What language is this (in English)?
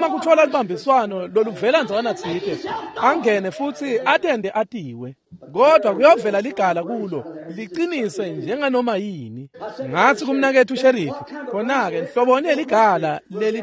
Swati